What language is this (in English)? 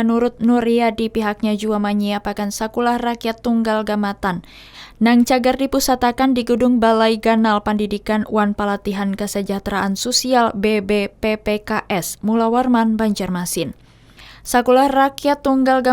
Banjar